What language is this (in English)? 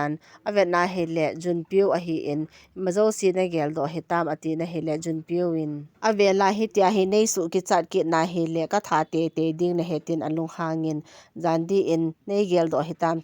Thado Chin